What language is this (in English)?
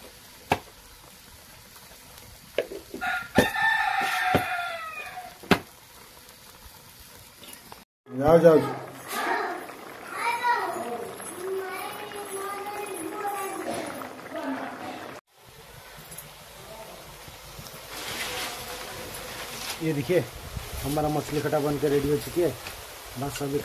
Hindi